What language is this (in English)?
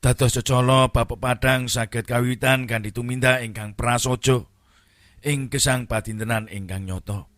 Javanese